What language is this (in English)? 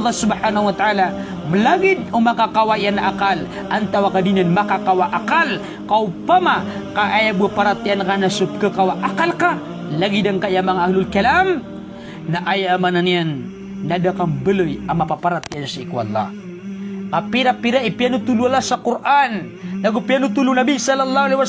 Maranao